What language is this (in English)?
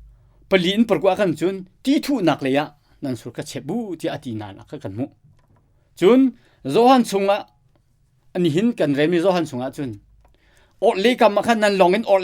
Hakha Chin